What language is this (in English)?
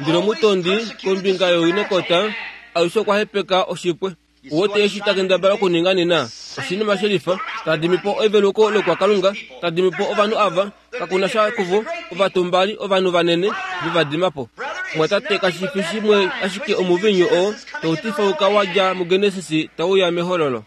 Kuanyama